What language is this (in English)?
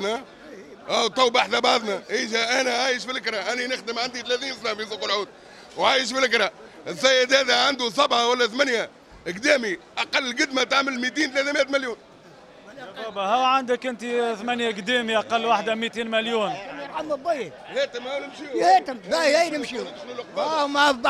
Tunisian Arabic